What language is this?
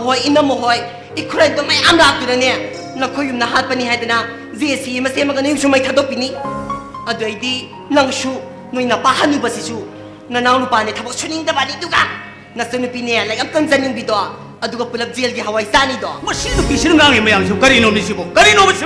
Manipuri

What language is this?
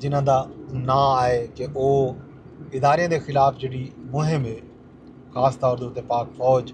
Saraiki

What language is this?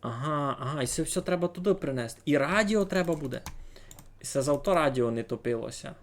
Rusyn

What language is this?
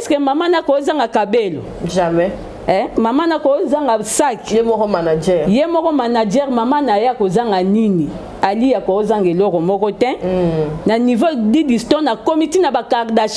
Lingala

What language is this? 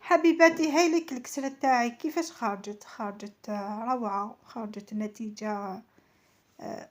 Algerian Arabic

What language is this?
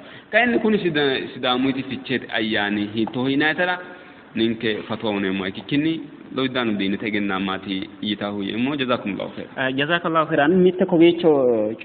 Sidamo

